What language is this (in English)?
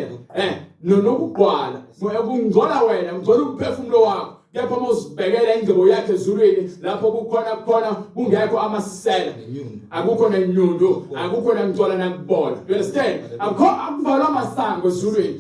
Zulu